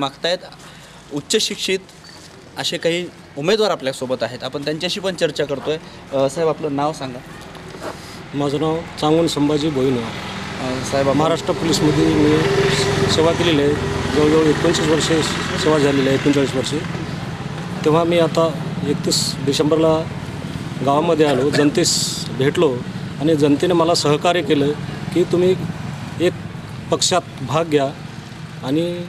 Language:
Marathi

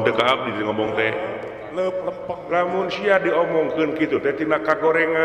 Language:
Sundanese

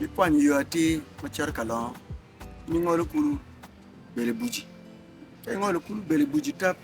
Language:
Acoli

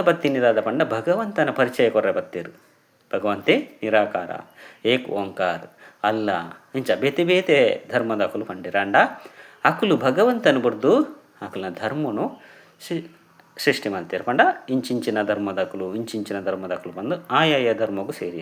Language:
Tulu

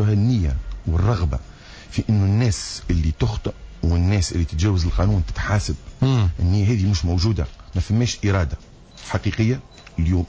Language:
Tunisian Arabic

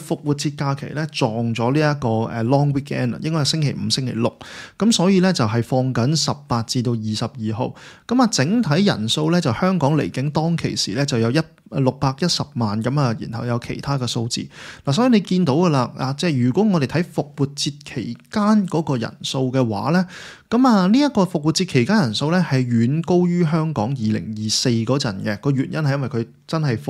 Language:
Cantonese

